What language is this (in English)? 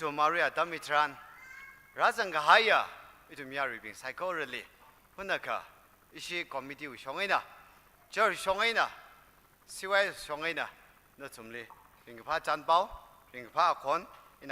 Tangkhul Naga (India)